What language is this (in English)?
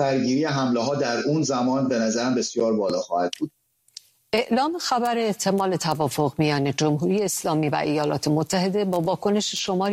Persian